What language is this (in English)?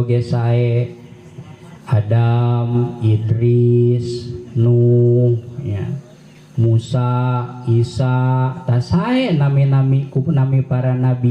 Sundanese